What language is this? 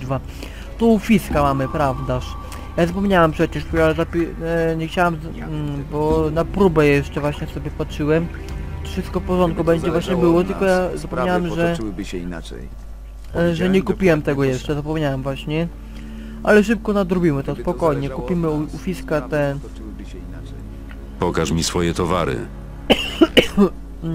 Polish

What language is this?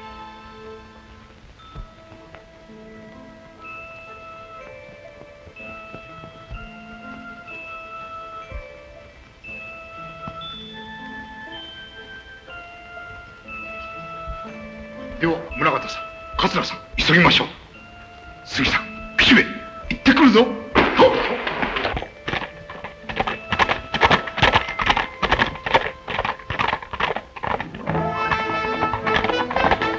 Japanese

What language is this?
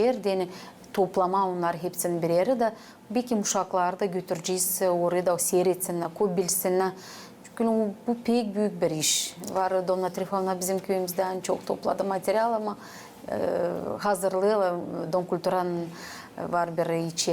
Gagauz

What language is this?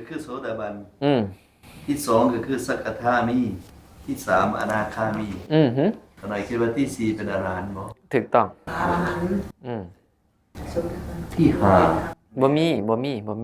Northeastern Thai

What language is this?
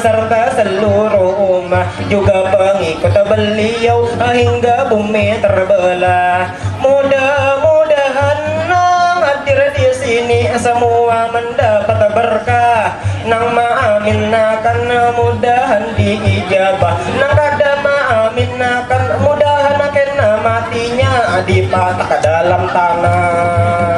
Banjar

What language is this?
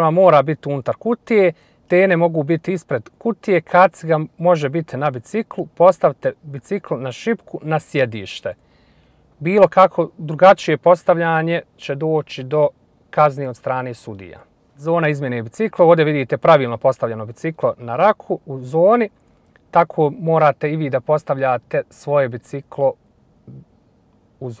Bosnian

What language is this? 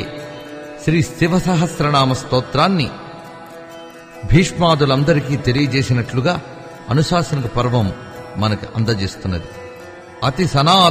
Telugu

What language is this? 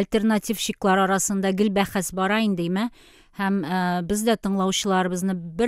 Tatar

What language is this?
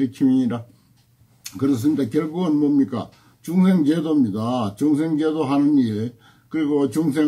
Korean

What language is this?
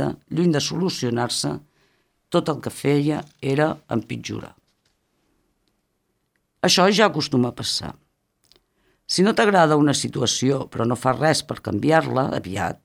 Catalan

